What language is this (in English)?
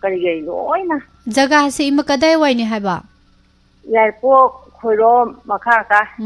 Manipuri